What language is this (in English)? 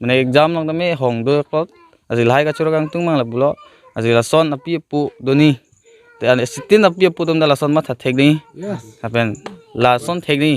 Karbi